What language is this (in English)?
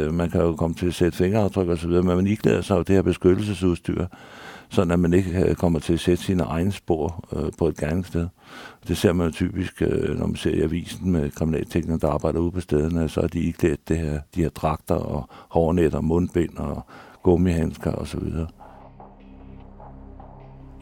Danish